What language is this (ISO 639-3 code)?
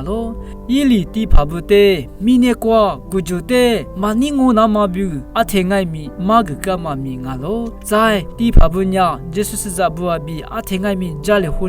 lis